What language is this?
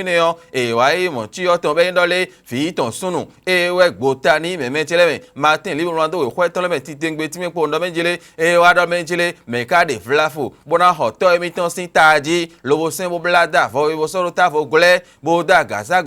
Fon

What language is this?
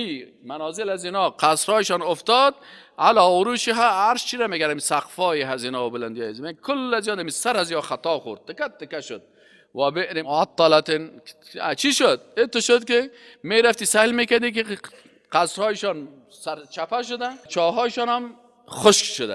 Persian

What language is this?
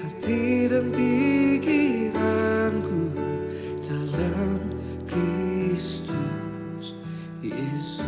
Biatah Bidayuh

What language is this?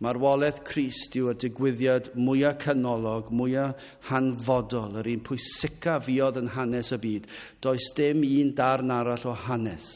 Welsh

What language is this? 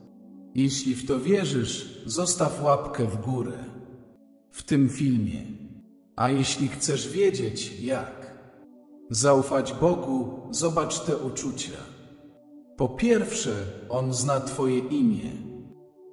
Polish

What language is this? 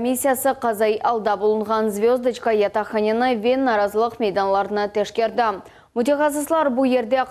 Crimean Tatar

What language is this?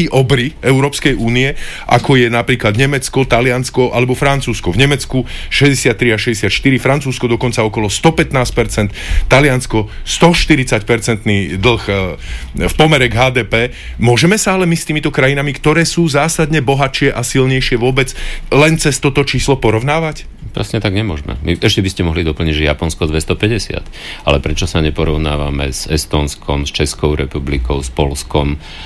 Slovak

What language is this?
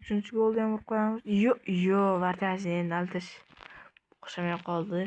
Uzbek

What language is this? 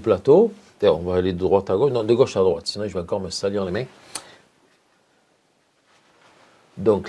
French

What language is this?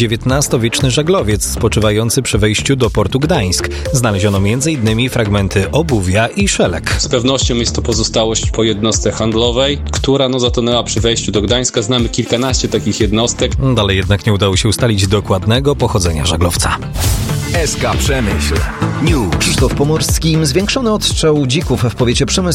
Polish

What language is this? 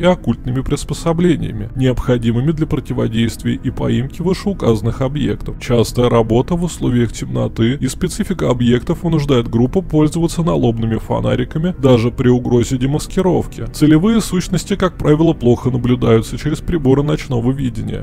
Russian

